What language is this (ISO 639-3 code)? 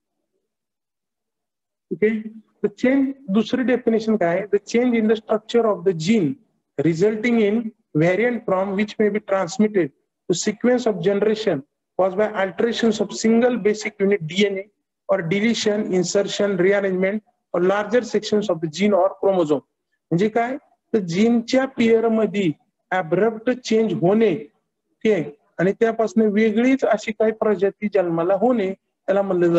mar